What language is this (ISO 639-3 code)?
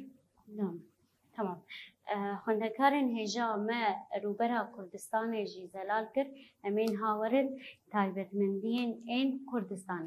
kur